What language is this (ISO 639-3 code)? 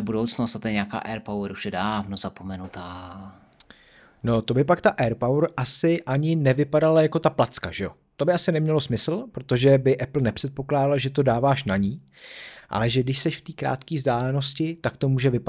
ces